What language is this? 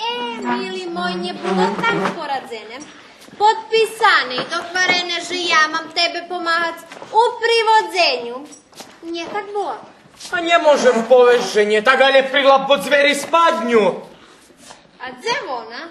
Rusyn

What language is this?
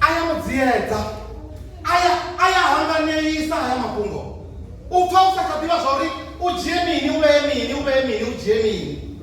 Venda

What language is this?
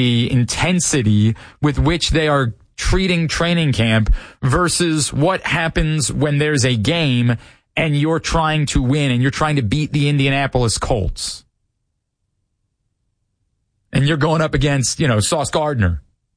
English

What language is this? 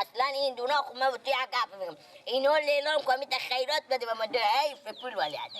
Persian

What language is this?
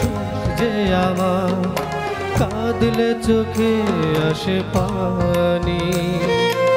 Bangla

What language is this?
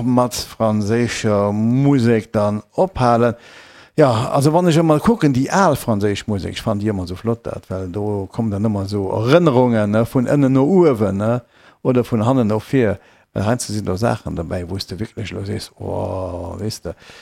Luxembourgish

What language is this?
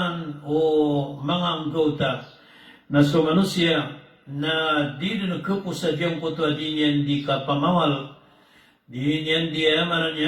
Maranao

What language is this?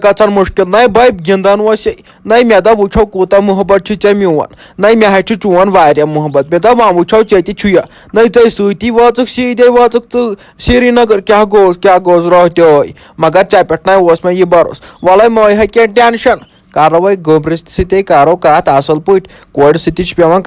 Kashmiri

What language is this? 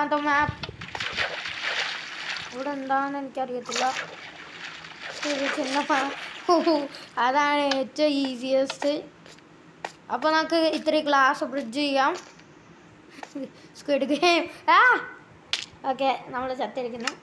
Malayalam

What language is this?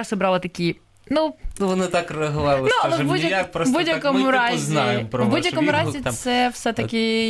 Ukrainian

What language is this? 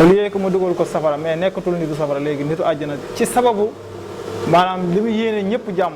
Wolof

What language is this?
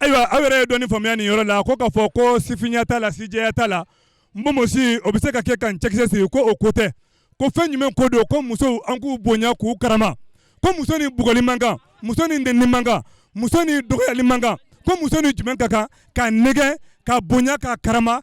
Bambara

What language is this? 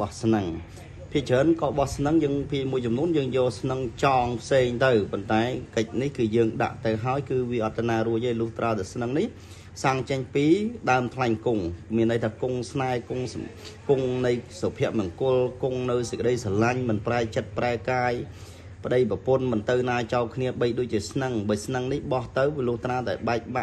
Khmer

